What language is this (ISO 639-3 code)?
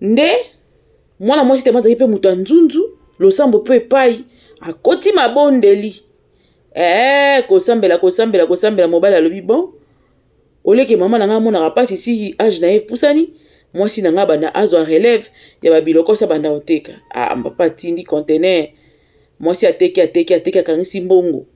lin